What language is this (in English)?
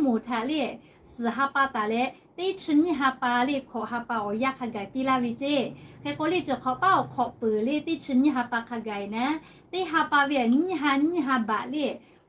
Lahu